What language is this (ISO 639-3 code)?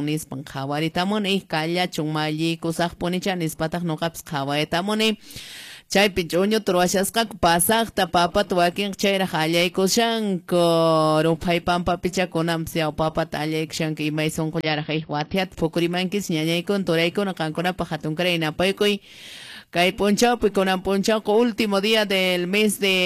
que